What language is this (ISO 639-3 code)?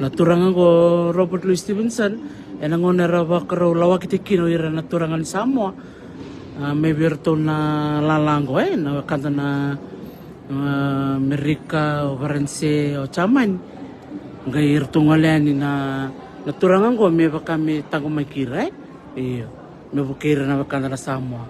fij